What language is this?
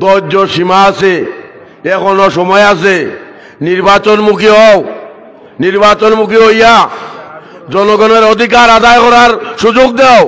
Sylheti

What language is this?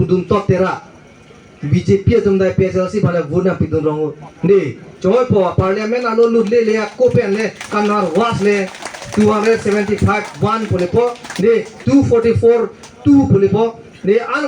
Karbi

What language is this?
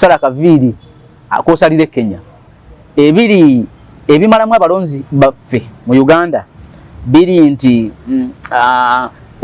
Ganda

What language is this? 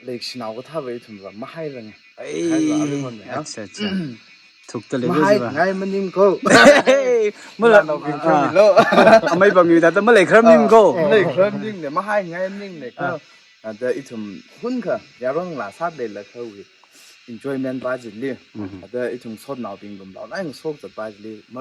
Tangkhul Naga (India)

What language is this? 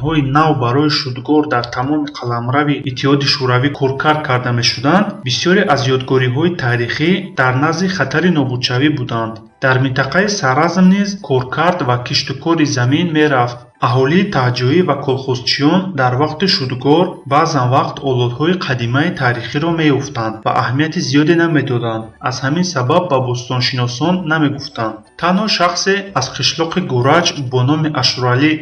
Tajik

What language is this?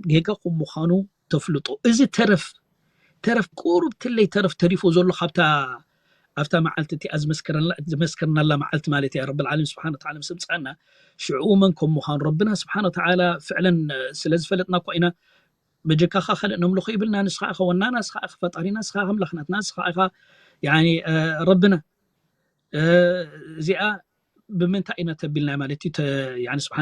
Tigrinya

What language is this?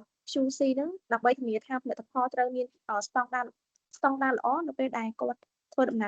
Khmer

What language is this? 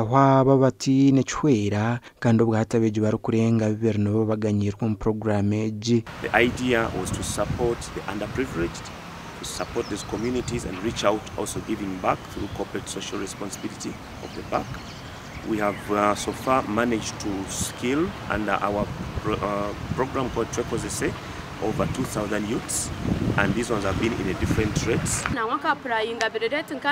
Nyankole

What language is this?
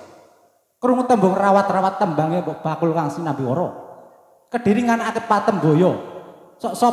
Javanese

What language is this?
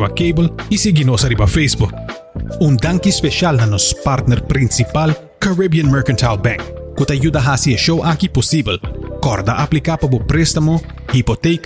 Papiamento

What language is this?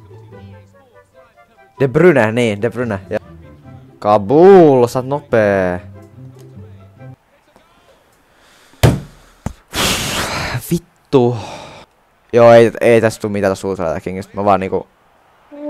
Finnish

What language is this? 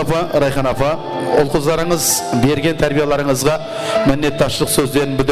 Kara-Kalpak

